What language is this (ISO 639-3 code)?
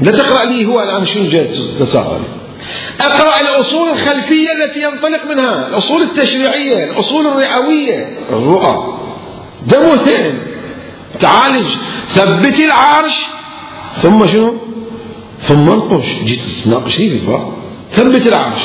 acm